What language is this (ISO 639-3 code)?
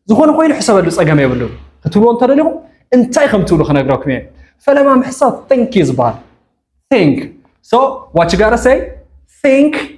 tir